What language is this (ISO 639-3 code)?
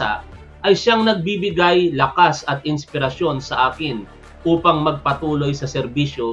fil